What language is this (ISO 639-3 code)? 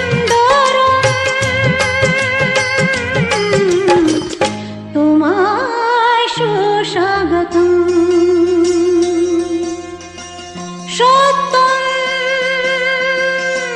ben